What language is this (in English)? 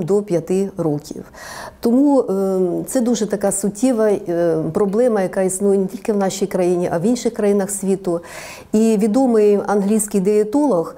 Ukrainian